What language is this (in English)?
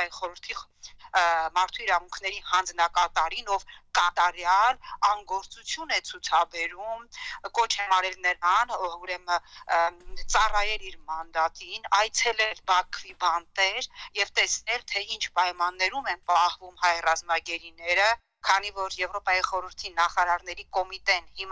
Armenian